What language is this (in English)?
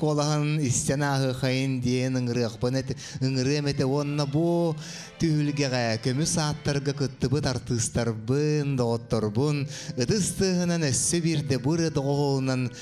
Yakut